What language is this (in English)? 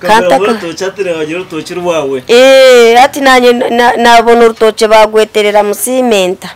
Nyankole